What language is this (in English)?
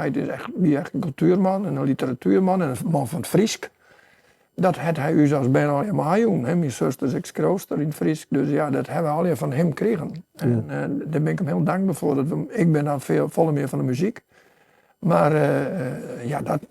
Western Frisian